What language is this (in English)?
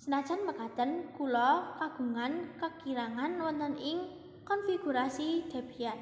Javanese